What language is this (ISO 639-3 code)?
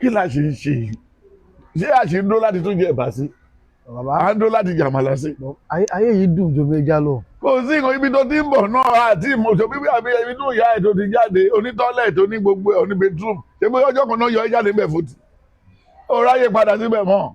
yor